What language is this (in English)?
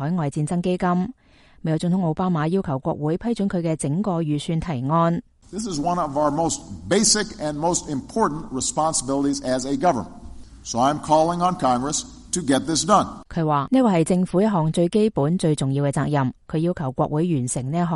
Cantonese